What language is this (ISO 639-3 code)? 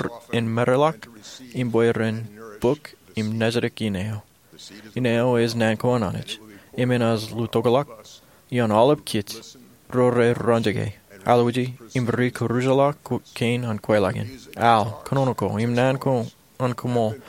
mah